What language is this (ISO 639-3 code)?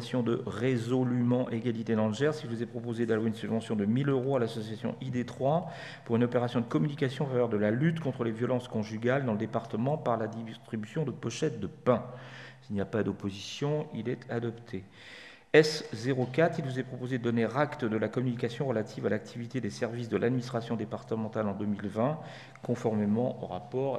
fra